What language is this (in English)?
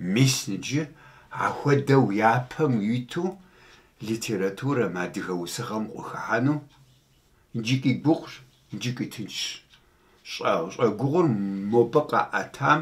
Kabardian